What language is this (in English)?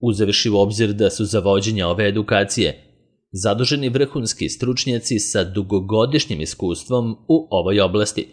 Serbian